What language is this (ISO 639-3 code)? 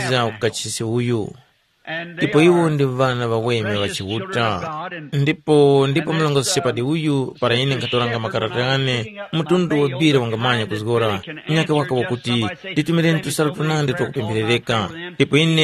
tum